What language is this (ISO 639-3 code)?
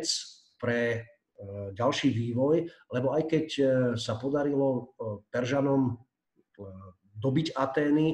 slk